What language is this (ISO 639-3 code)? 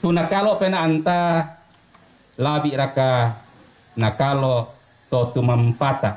sda